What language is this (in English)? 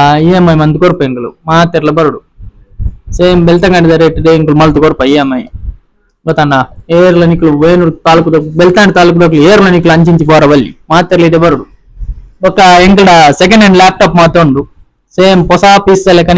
Tulu